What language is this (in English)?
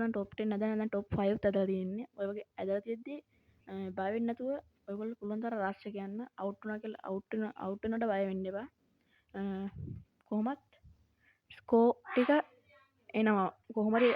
Sinhala